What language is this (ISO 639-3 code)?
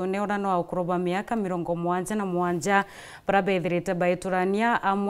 mer